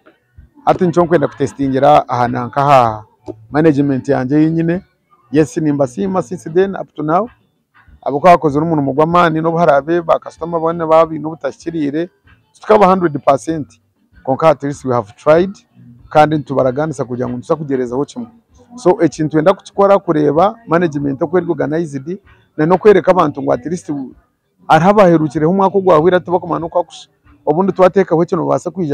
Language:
Nyankole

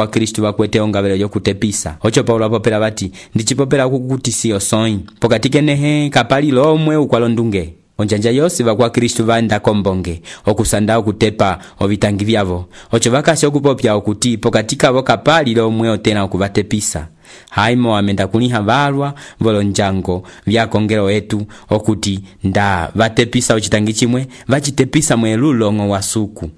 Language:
Umbundu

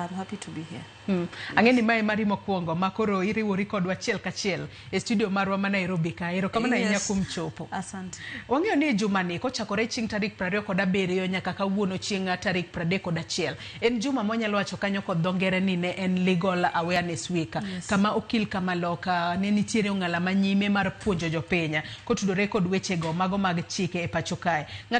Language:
Luo (Kenya and Tanzania)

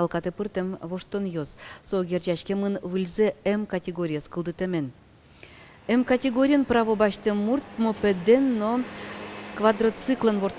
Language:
Udmurt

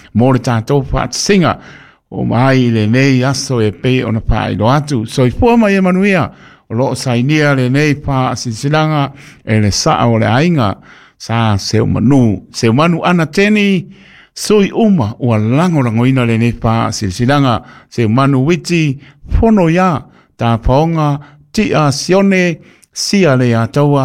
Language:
Samoan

